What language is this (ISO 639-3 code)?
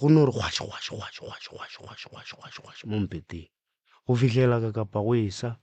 nso